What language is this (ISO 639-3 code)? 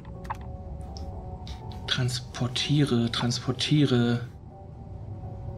deu